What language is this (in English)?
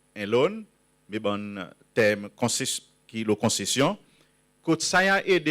Seselwa Creole French